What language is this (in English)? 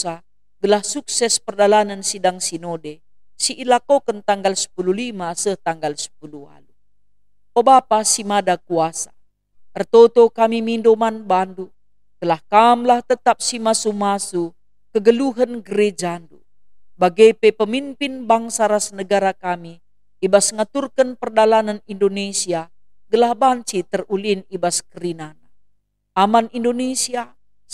Batak Karo